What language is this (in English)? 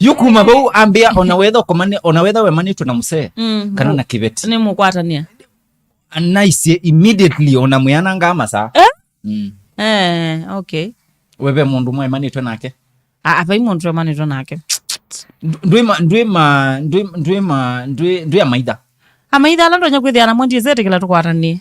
Kamba